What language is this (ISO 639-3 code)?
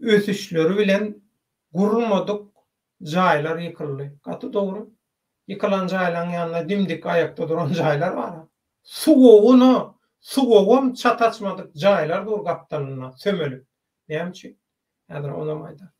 tuk